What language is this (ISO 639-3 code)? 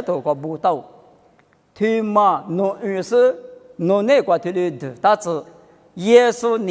lis